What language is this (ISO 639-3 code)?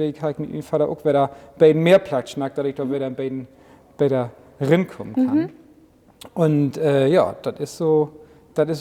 nds